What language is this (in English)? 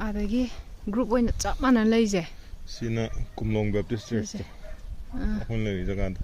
Manipuri